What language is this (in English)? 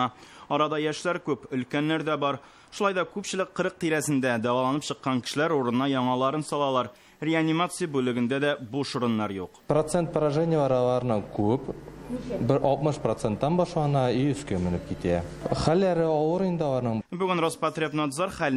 Tatar